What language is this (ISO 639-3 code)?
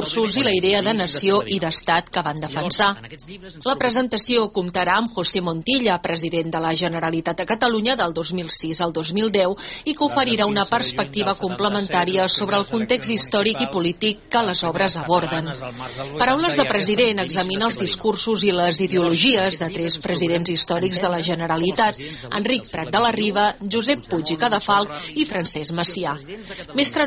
cat